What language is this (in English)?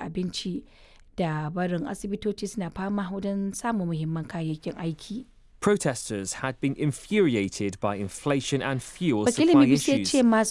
Hausa